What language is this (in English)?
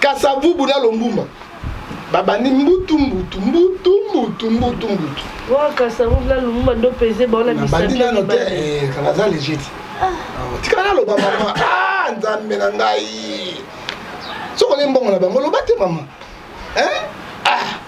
Lingala